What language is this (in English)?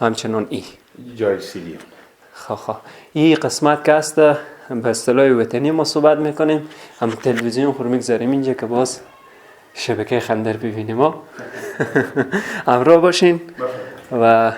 Persian